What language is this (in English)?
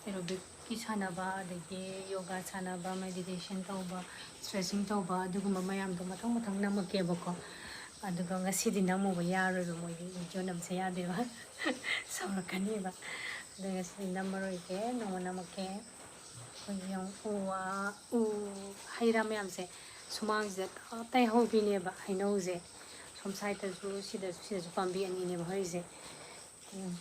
Manipuri